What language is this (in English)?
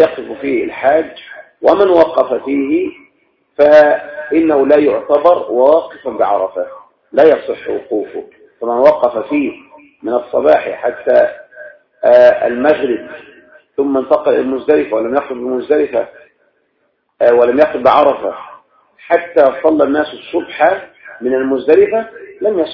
Arabic